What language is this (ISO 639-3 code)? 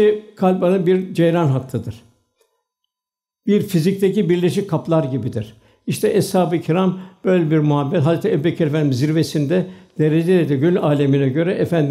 tur